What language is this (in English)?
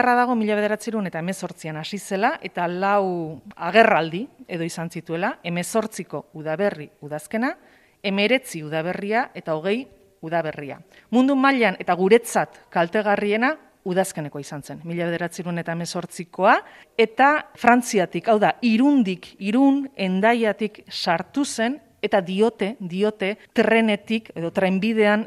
Basque